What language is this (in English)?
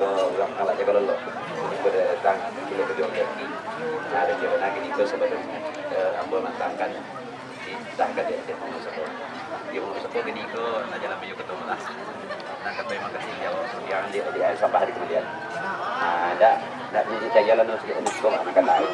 Minangkabau